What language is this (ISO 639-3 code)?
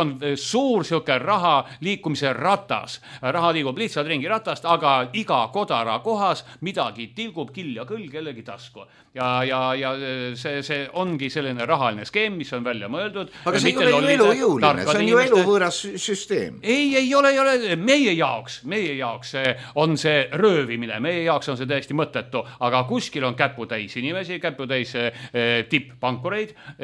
est